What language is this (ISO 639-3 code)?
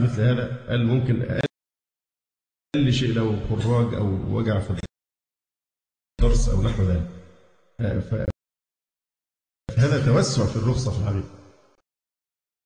ara